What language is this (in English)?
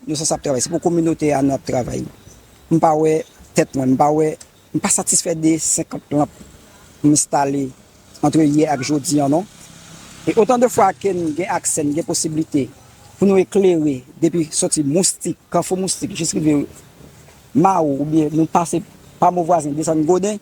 Haitian Creole